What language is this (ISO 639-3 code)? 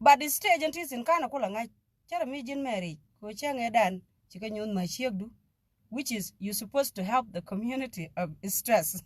nus